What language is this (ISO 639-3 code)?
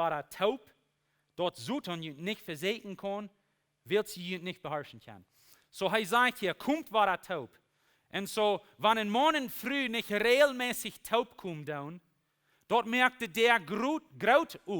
pdt